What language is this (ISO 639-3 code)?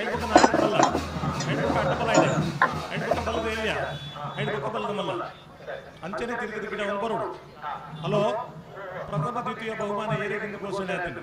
tcy